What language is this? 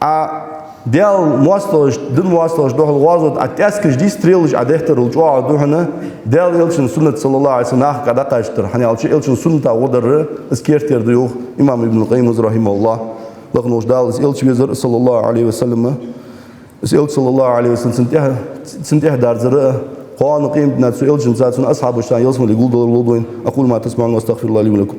Ingush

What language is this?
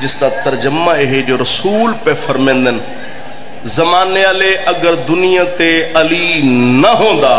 Saraiki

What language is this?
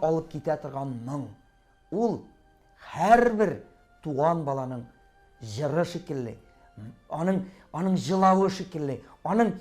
Tatar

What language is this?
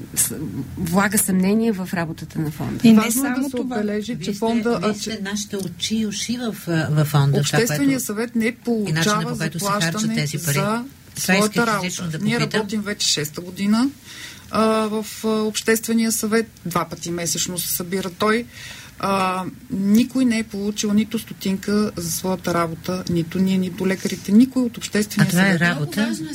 Bulgarian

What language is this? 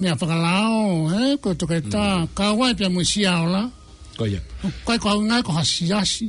Tongan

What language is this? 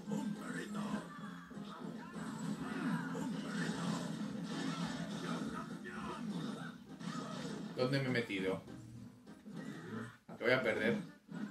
Spanish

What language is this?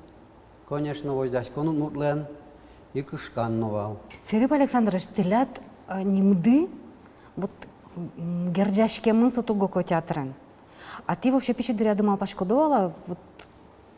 Udmurt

